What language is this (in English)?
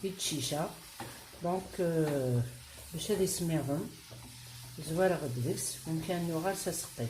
Kabyle